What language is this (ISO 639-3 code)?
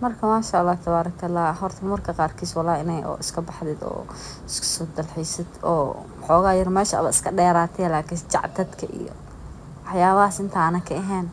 som